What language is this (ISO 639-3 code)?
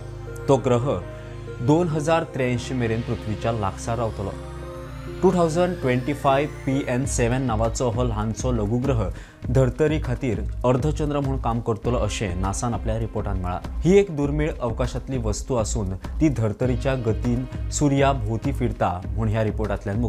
kok